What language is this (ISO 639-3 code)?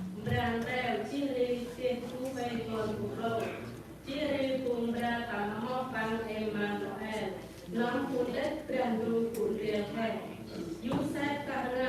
cmo